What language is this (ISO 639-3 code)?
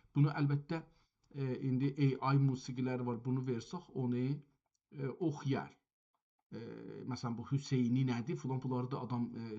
azb